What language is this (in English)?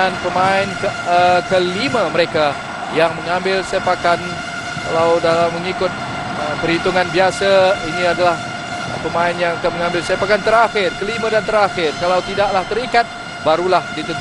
Malay